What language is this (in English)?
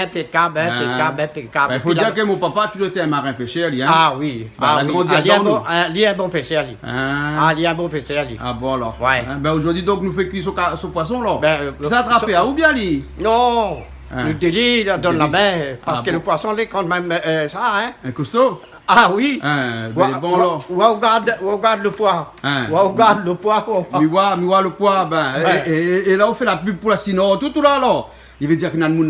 Réunion Creole French